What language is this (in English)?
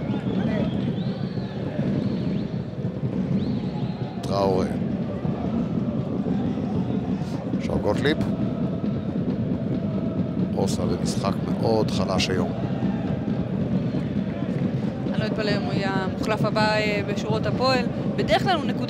Hebrew